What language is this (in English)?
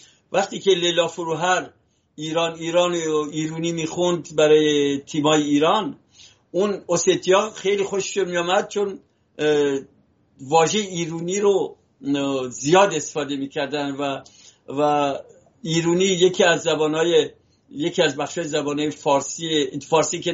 Persian